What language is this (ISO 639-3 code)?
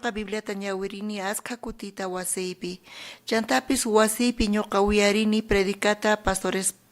quh